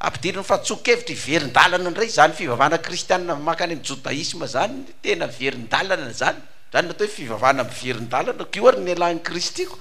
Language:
Malagasy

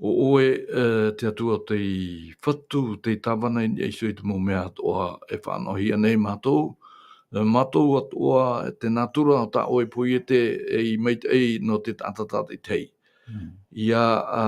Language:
Tahitian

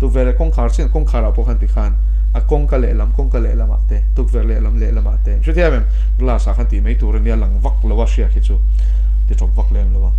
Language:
Mizo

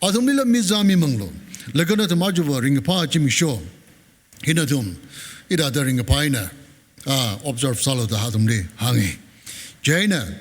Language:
Tangkhul Naga (India)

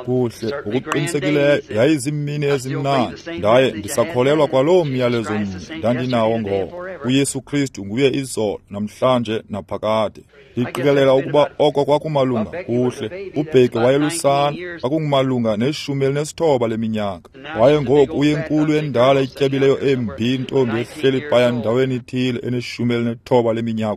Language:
Xhosa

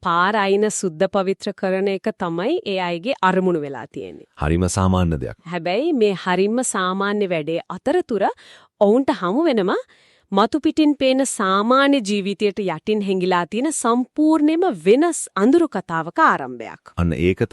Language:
Sinhala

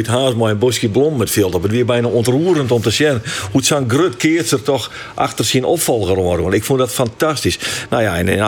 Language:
Western Frisian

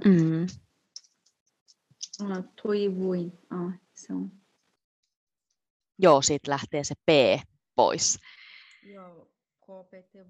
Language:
Finnish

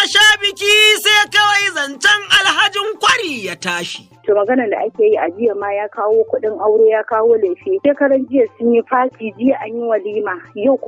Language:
Hausa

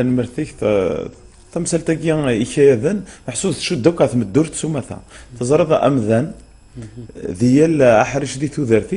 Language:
Kabyle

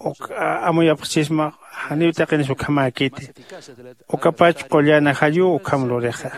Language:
Aymara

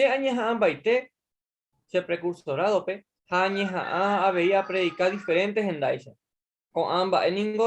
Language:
Guarani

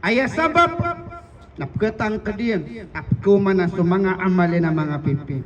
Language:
Maranao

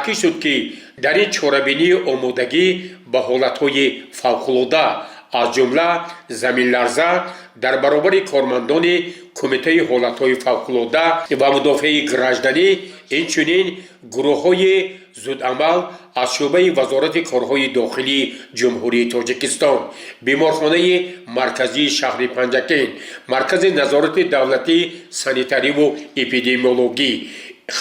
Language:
Tajik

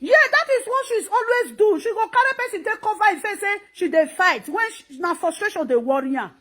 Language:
Nigerian Pidgin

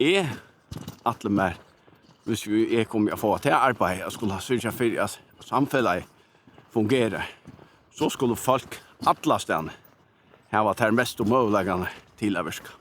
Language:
Faroese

